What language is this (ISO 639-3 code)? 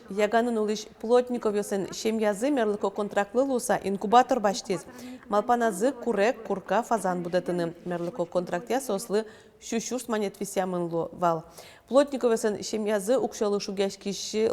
udm